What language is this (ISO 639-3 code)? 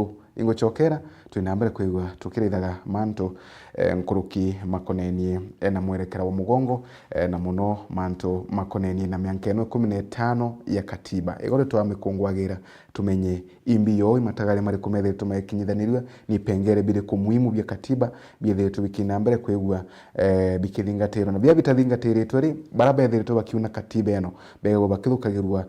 mer